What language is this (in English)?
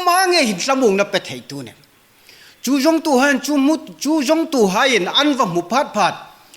Hmar